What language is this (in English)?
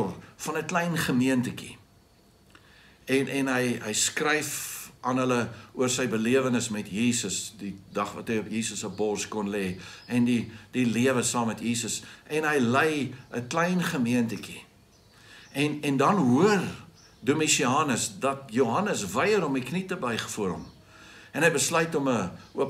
Afrikaans